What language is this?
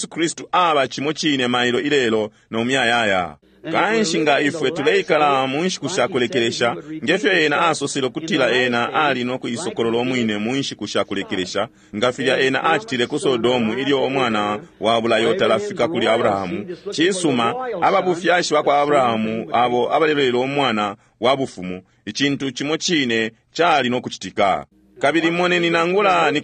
Bemba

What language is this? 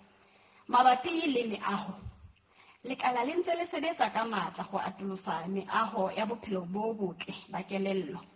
Southern Sotho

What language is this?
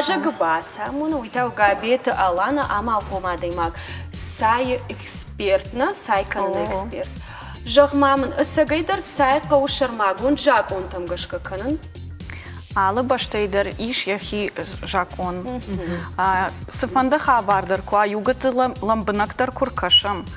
Ossetic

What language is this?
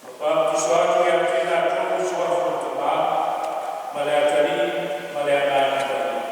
Samoan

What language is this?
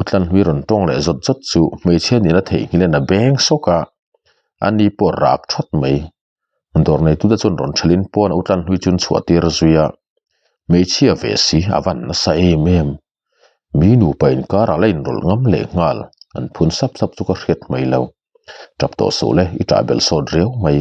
Mizo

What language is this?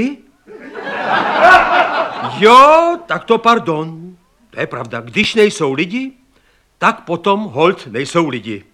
Czech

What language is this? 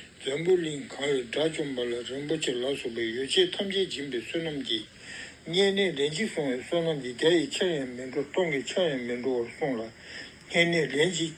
Tibetan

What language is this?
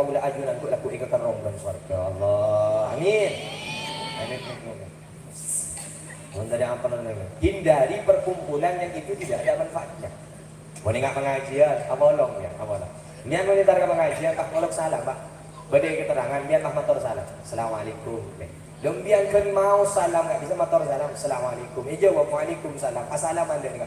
Madurese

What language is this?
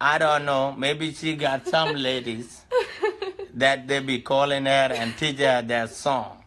Dinka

